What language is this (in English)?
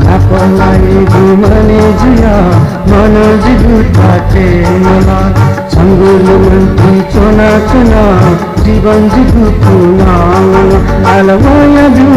Newari